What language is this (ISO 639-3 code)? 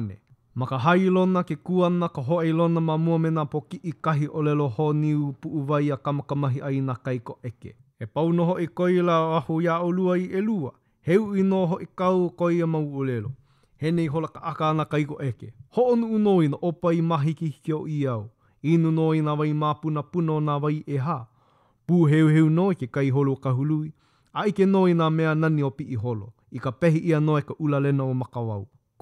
haw